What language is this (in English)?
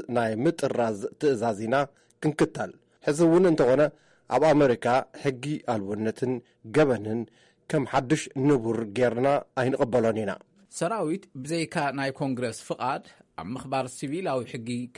Tigrinya